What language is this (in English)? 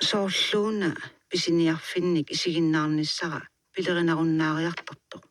Kalaallisut